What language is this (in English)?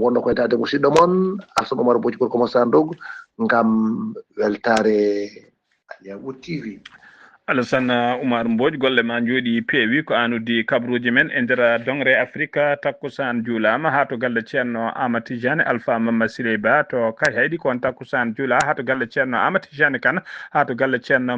Fula